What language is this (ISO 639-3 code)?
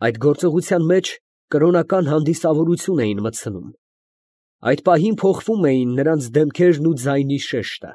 hye